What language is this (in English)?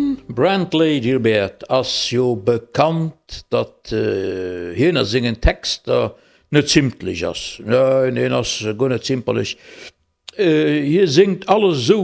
Luxembourgish